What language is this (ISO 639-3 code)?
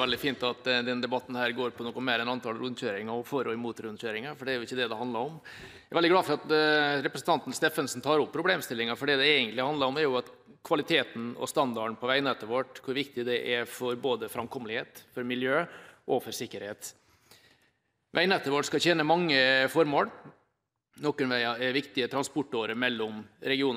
nor